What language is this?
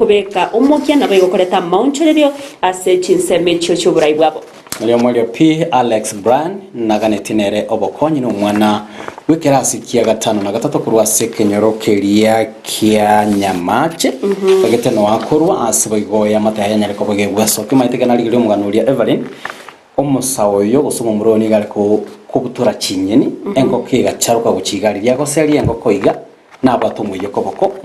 Gusii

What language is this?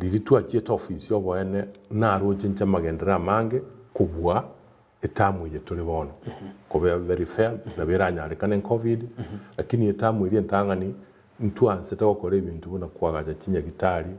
Gusii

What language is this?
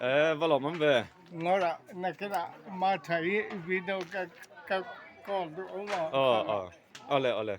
Mizo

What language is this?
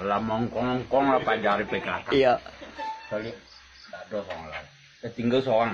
Minangkabau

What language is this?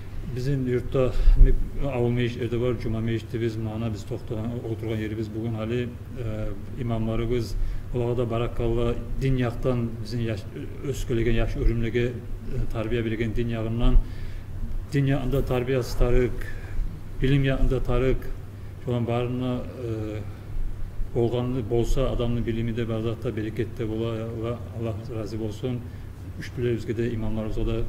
Kumyk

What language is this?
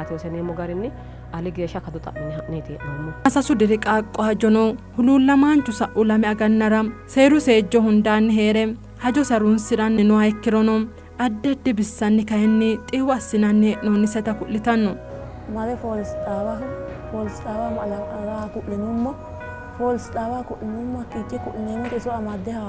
Sidamo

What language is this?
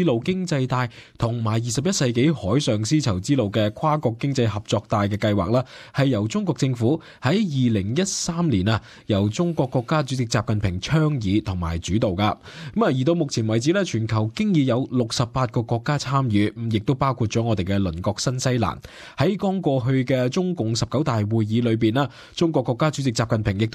Cantonese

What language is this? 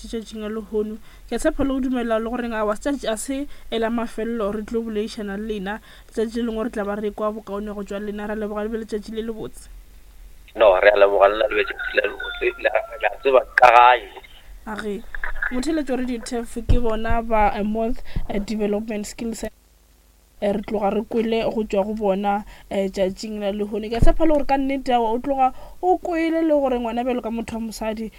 Northern Sotho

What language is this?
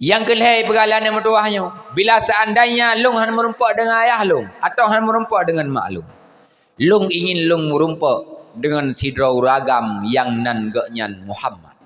Achinese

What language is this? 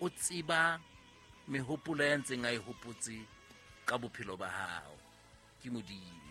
Southern Sotho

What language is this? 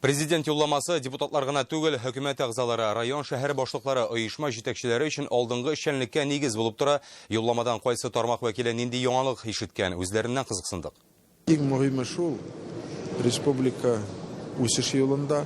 Tatar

